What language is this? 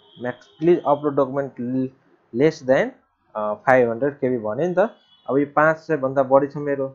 Nepali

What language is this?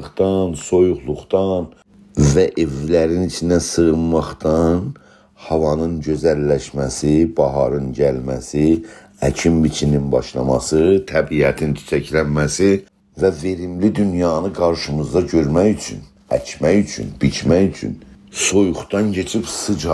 South Azerbaijani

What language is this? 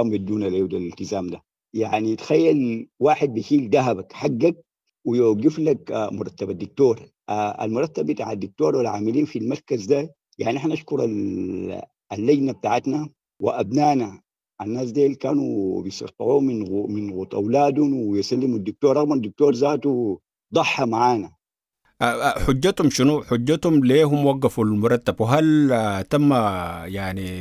Sudanese Arabic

